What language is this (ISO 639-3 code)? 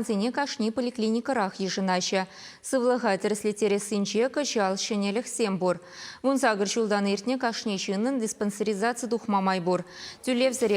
chv